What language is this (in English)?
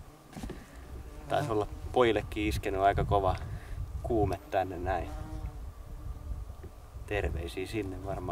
Finnish